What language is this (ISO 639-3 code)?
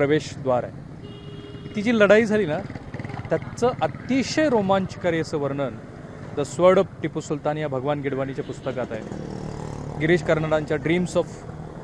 mar